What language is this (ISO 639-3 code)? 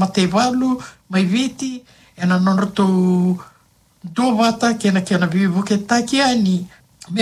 fij